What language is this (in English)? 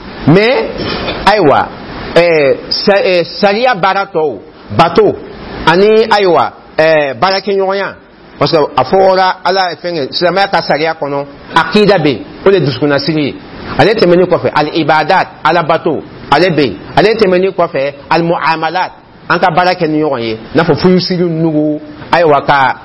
Dyula